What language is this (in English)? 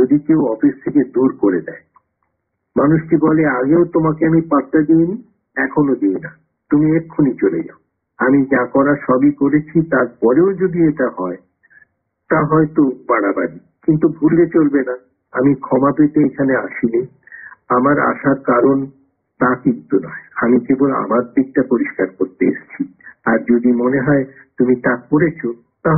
Bangla